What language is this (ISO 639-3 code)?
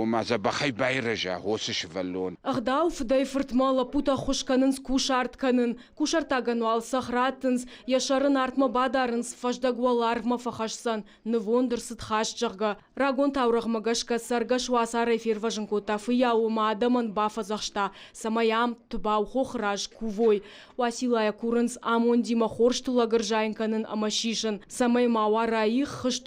oss